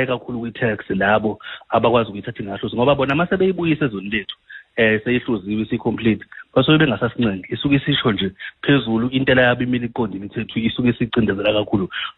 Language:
Zulu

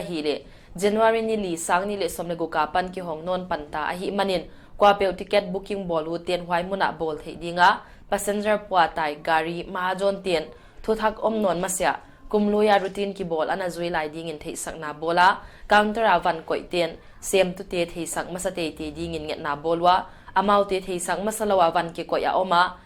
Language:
Paite Chin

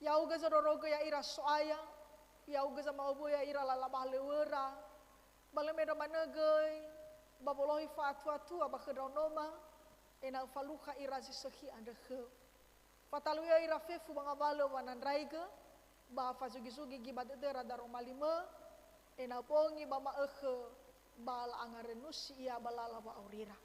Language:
Nias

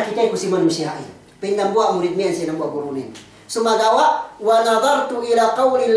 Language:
Yakan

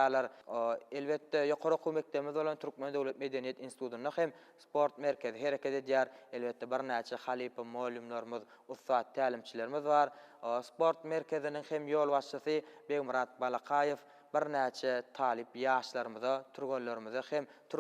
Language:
Turkmen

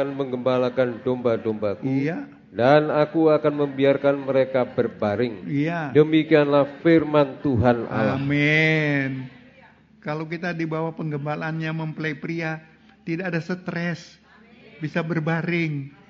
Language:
Indonesian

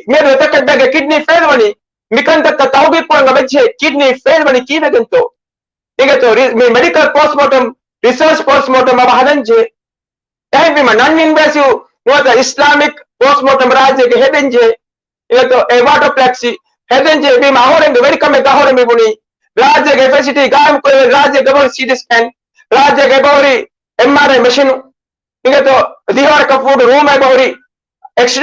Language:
Divehi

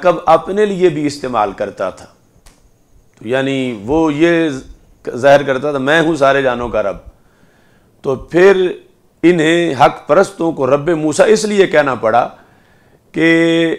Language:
Urdu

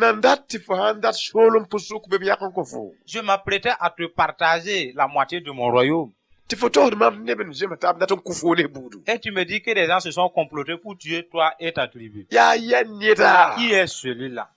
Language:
Mossi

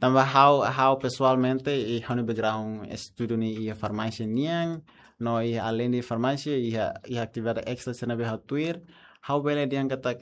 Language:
Tetum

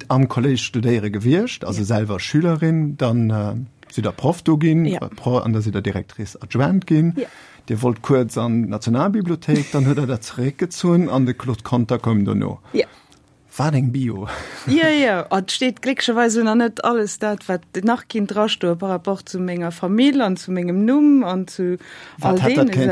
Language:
Luxembourgish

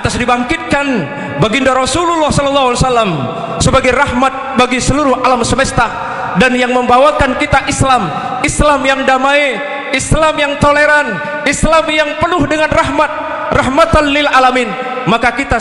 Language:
Sasak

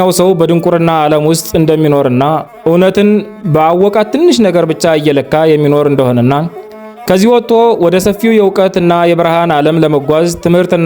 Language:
Amharic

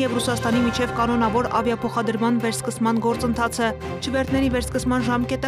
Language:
Armenian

